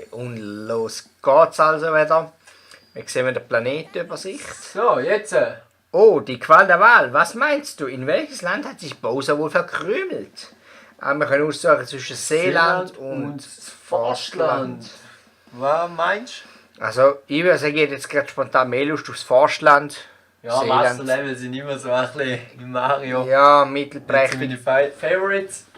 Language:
Swiss German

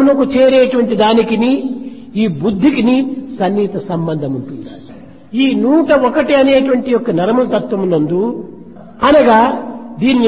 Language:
Telugu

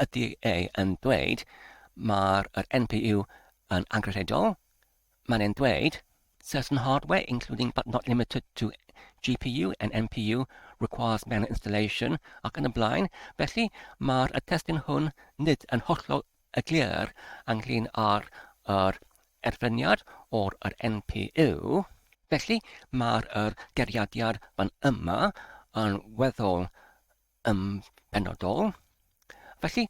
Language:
Welsh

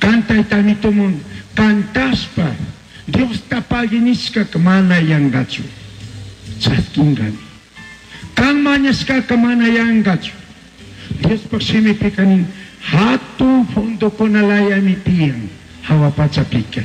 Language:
Chimborazo Highland Quichua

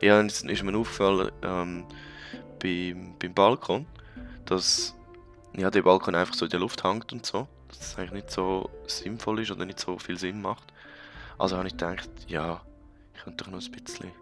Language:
Swiss German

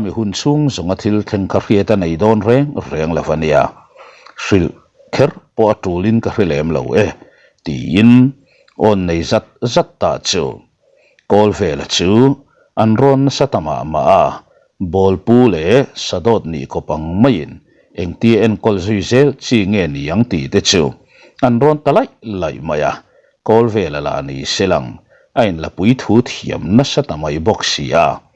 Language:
Mizo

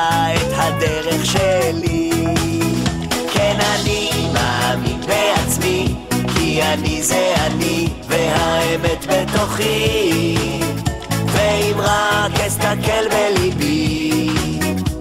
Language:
Hebrew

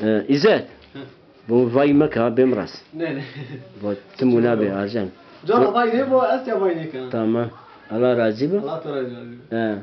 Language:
Zaza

